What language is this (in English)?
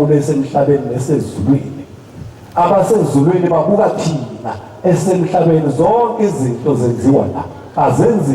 Zulu